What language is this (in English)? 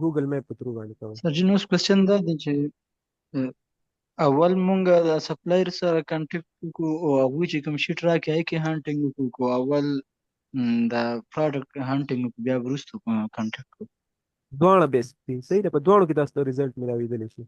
Pashto